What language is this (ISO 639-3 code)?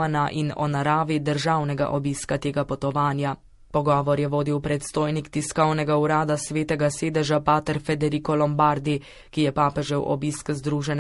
slv